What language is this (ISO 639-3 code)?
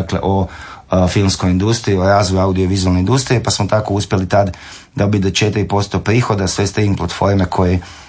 hrv